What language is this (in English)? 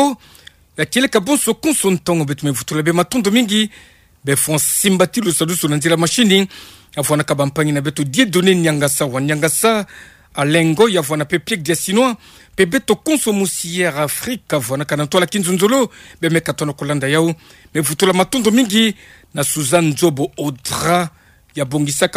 Kituba (Democratic Republic of Congo)